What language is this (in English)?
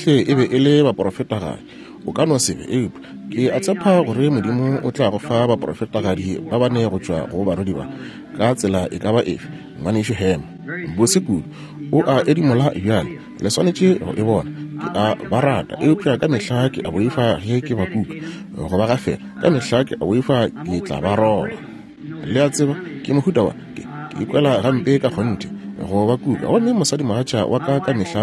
Northern Sotho